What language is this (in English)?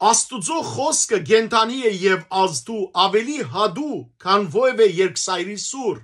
Western Armenian